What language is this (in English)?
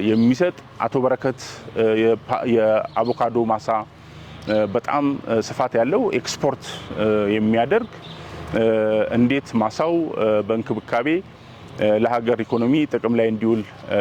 Amharic